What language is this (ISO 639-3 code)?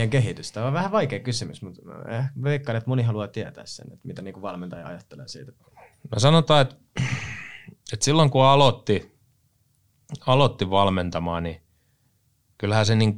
fin